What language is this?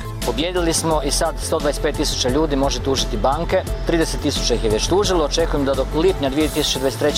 Croatian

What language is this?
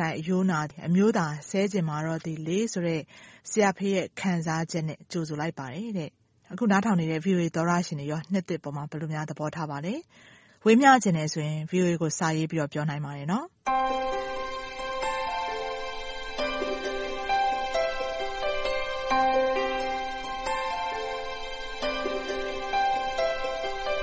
Burmese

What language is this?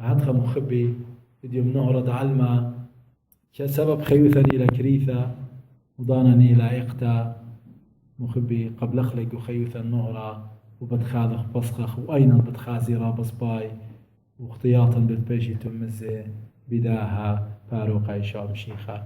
Assyrian Neo-Aramaic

